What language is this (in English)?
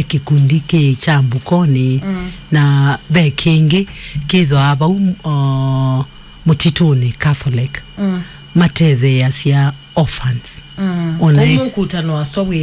Kamba